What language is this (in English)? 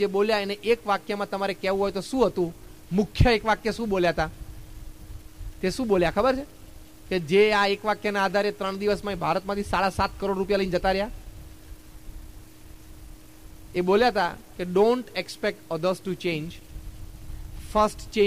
Gujarati